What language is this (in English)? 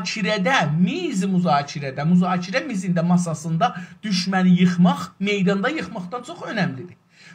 South Azerbaijani